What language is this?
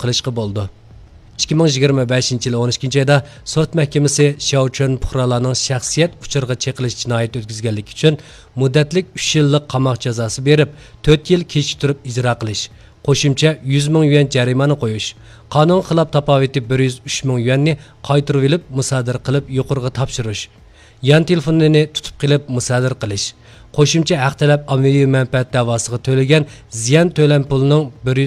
Uyghur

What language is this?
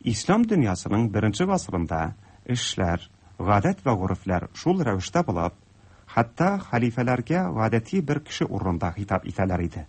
Tatar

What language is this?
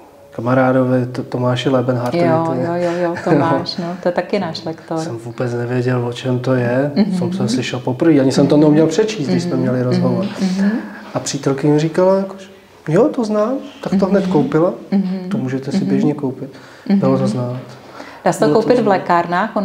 Czech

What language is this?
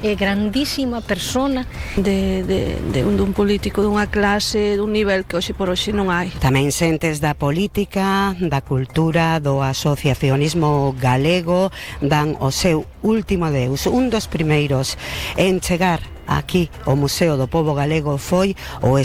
Galician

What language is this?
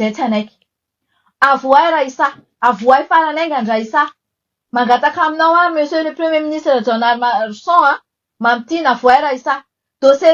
Malagasy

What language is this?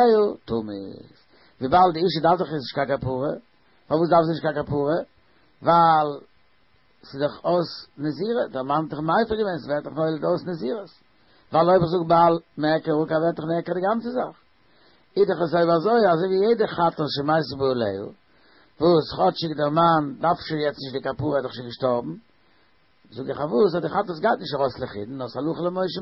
Yiddish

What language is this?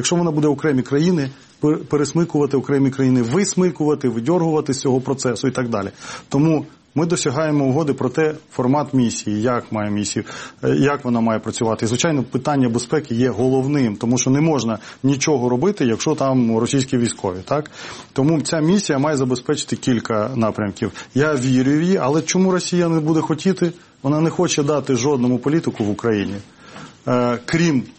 Ukrainian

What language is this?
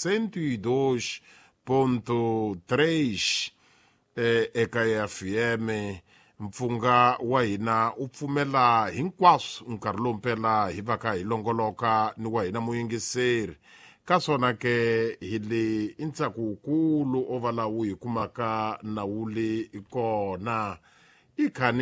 Tsonga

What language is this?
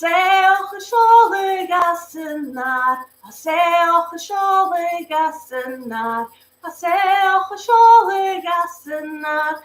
Scottish Gaelic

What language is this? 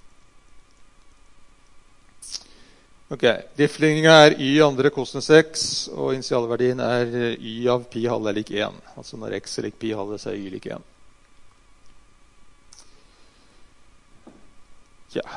Norwegian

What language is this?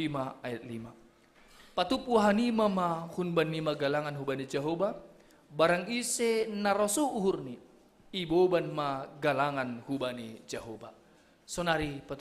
Batak Simalungun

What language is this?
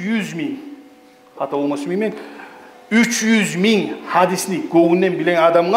Kumyk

